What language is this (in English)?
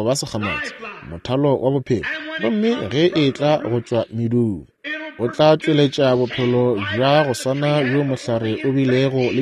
Northern Sotho